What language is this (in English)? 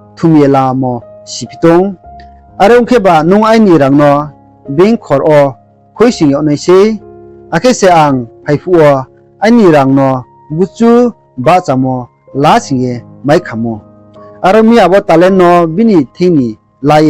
Riang (India)